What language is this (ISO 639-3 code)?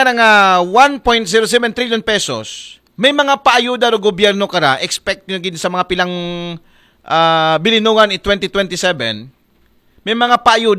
akl